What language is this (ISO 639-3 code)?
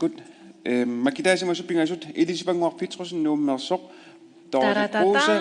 kal